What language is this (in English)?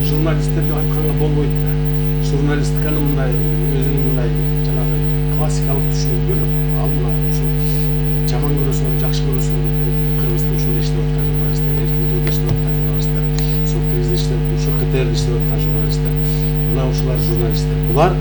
Kyrgyz